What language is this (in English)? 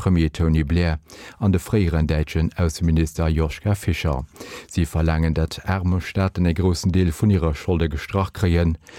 Luxembourgish